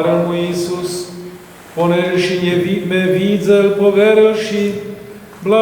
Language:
Rusyn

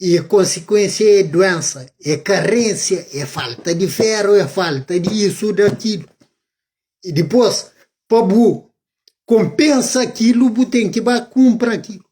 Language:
Kabuverdianu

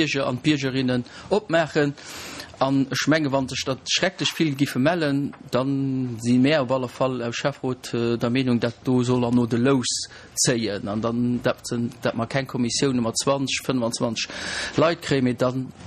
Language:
Luxembourgish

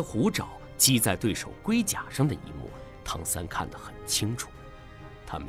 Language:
Chinese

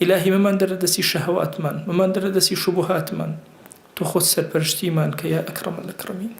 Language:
Central Kurdish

